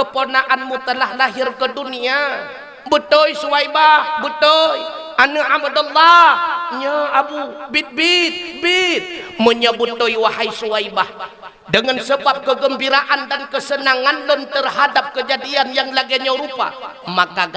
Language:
Achinese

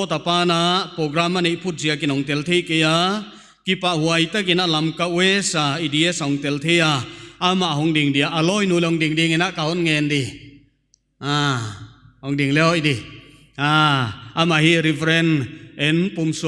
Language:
Paite Chin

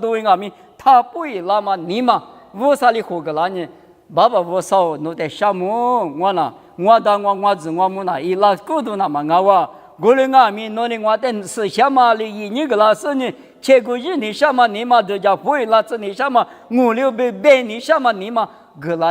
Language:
Lisu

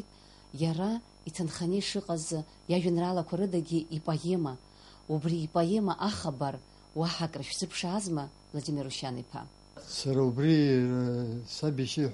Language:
Abkhazian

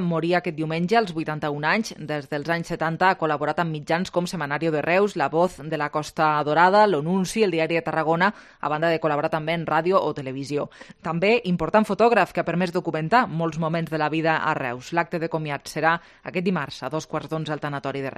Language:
Catalan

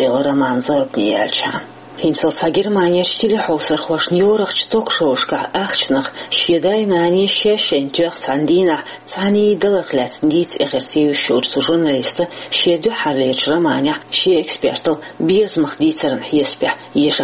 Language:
Chechen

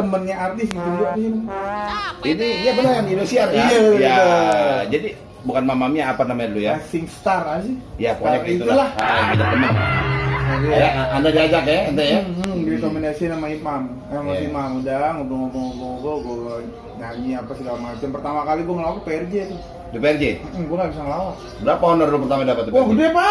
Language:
Betawi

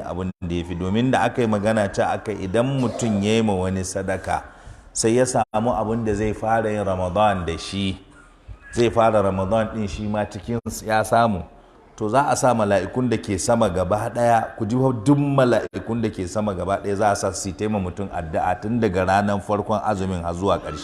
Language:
Hausa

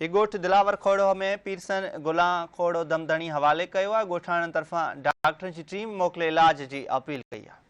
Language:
Sindhi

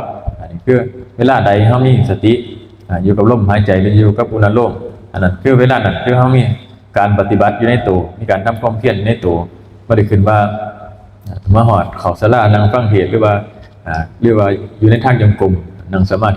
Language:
Northeastern Thai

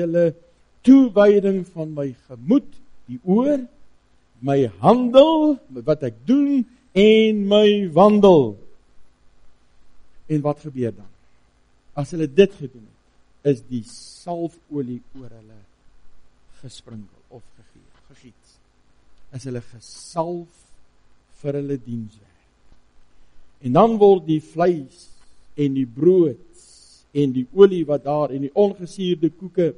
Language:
Afrikaans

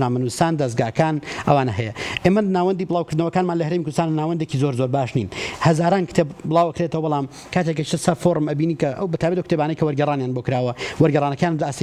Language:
Central Kurdish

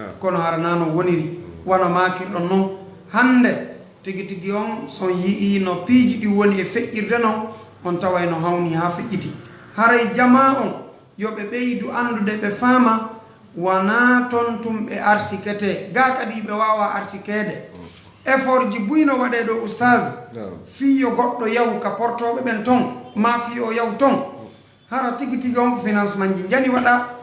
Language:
Fula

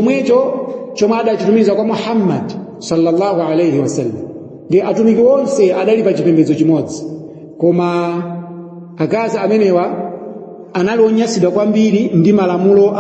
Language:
Nyanja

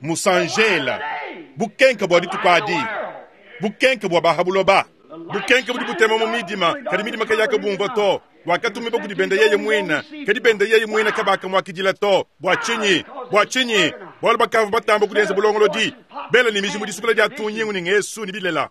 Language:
Luba-Lulua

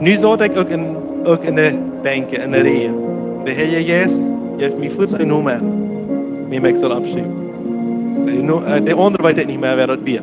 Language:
Plautdietsch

